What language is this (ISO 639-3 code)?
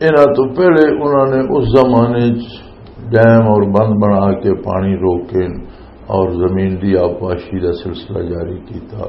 lah